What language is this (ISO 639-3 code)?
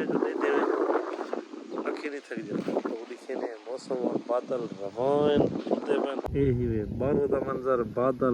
skr